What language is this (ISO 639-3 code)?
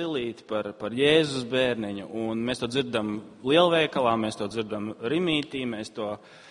lav